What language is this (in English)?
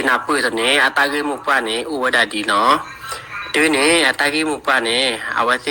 S'gaw Karen